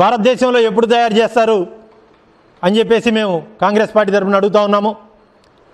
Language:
Telugu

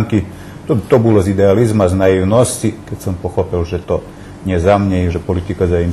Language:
Rusyn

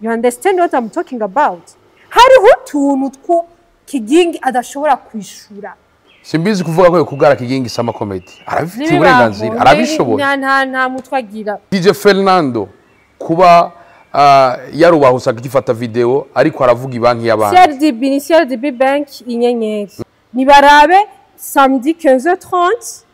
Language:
Rundi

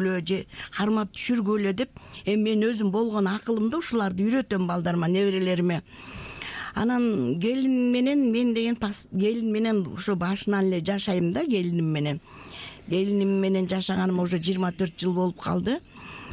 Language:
Kyrgyz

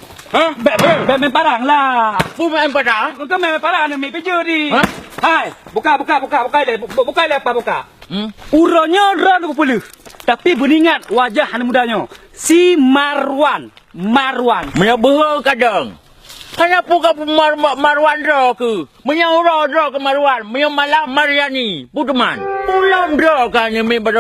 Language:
Achinese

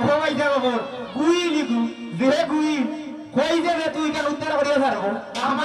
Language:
Sylheti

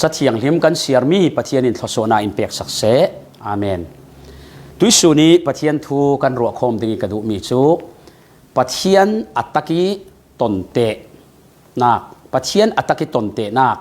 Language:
Falam Chin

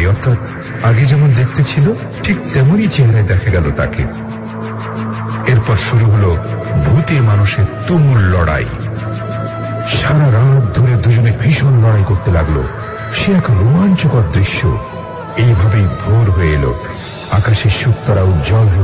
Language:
Bangla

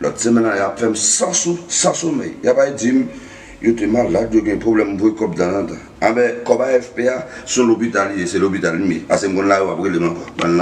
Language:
Haitian Creole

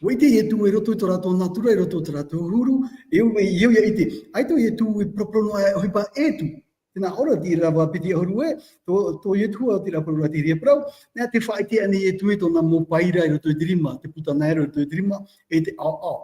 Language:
Tahitian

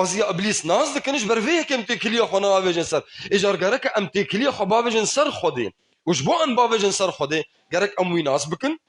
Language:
Kurdish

